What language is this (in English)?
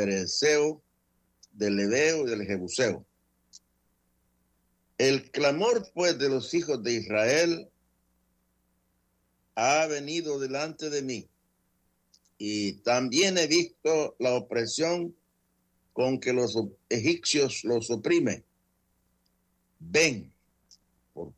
Spanish